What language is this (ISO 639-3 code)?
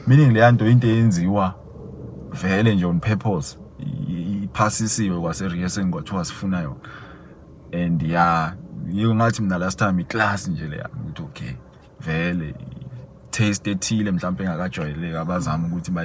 zul